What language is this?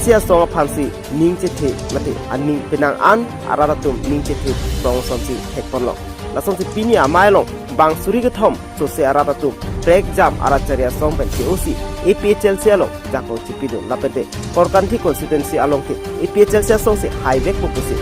Karbi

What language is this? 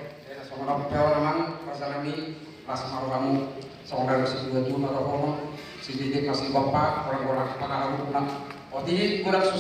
Batak Toba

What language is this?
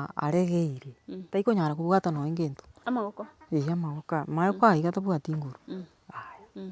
Gusii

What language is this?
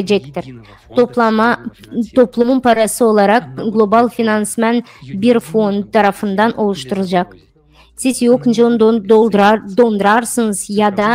Gagauz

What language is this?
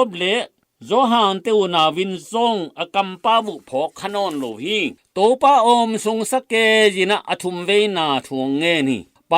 Tedim Chin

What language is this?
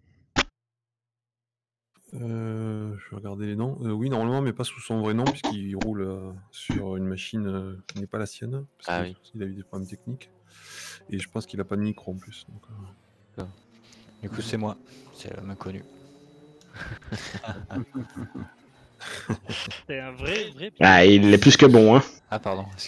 French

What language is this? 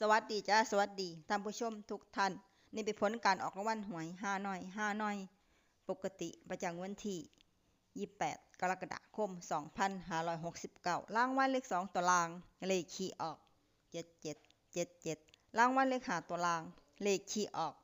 Lao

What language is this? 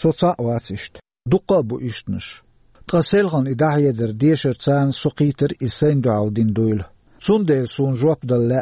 Chechen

